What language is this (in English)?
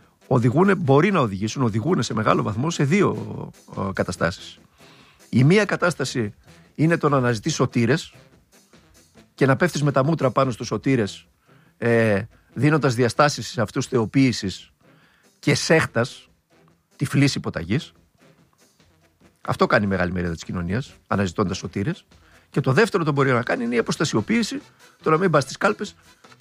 Greek